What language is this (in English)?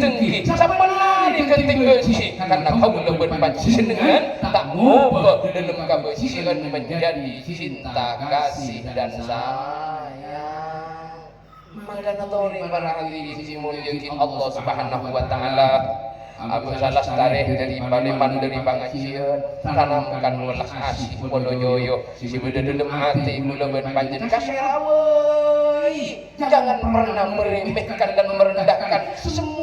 Madurese